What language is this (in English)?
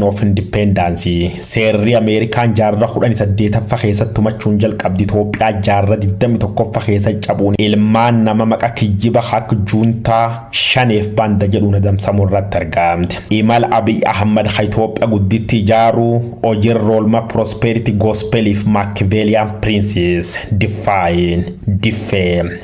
Oromo